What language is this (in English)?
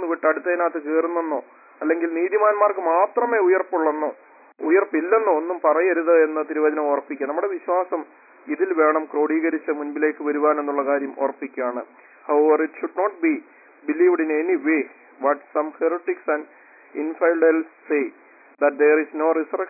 Malayalam